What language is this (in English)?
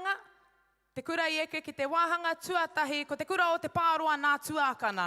Māori